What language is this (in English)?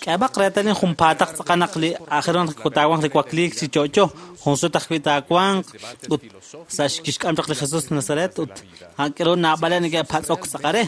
Kekchí